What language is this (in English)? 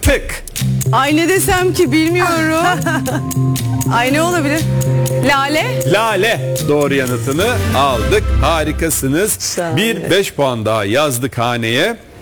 Turkish